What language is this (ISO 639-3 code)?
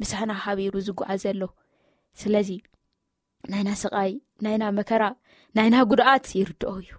tir